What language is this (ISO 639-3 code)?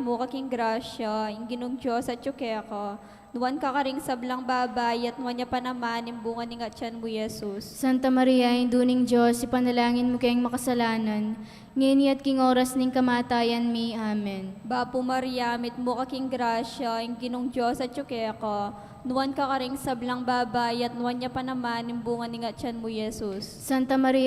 pam